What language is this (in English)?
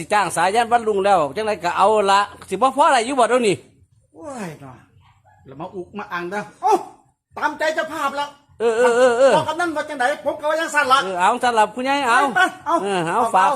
Northeastern Thai